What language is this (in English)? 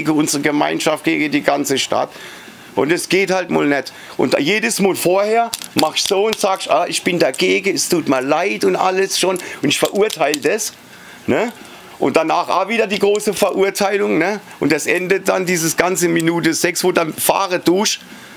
German